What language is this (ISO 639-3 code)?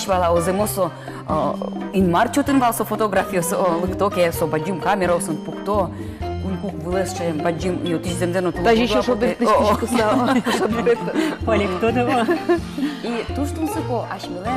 udm